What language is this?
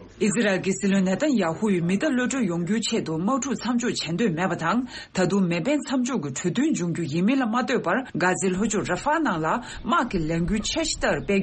Tibetan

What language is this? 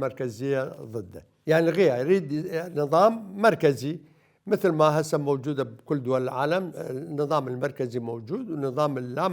Mesopotamian Arabic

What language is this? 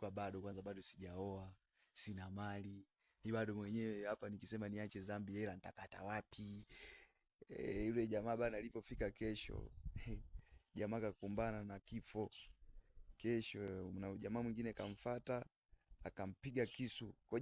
Swahili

